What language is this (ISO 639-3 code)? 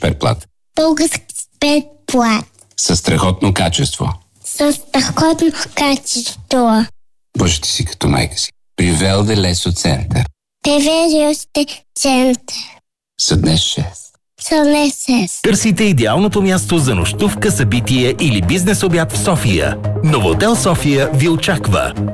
bul